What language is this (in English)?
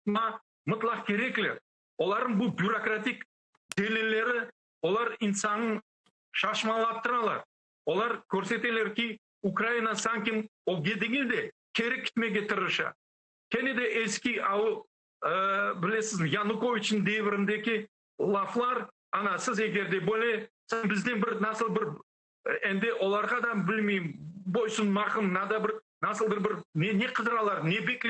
Crimean Tatar